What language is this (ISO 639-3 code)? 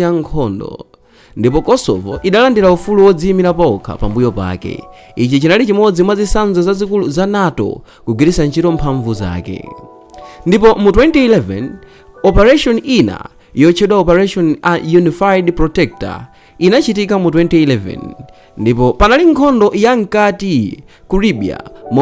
nya